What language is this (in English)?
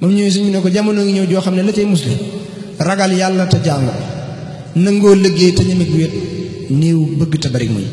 Wolof